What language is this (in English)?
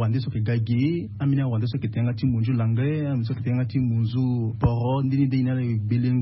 Sango